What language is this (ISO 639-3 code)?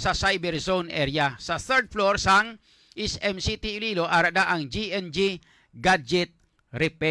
hil